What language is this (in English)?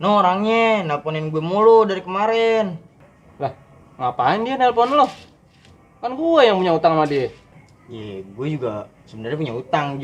Betawi